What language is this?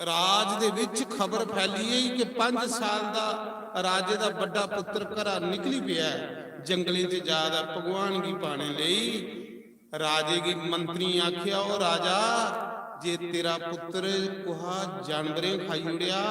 Dogri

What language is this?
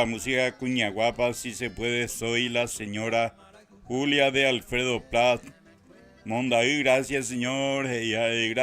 Guarani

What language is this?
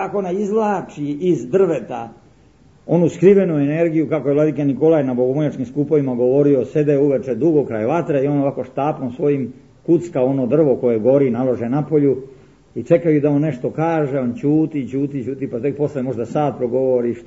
Serbian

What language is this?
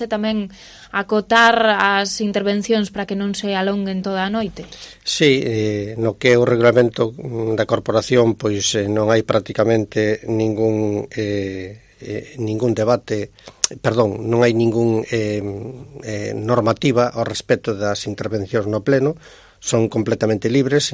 Galician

